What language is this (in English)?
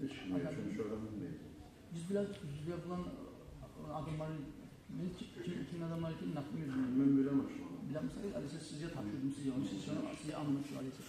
Kumyk